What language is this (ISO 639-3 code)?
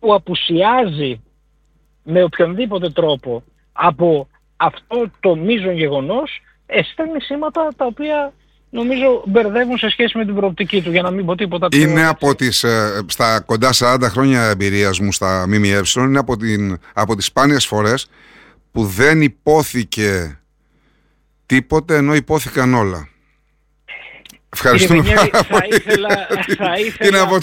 ell